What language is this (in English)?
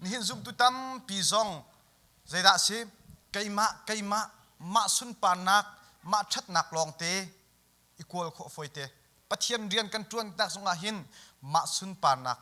Hakha Chin